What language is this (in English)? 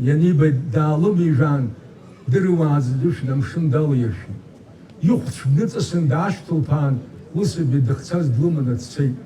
Abkhazian